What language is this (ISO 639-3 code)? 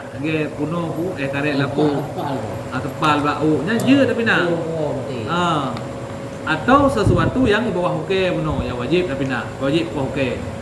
ace